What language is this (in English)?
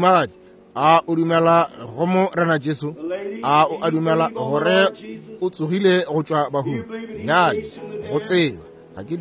Northern Sotho